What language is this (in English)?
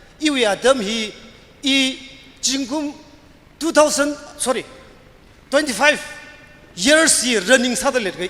Tangkhul Naga (India)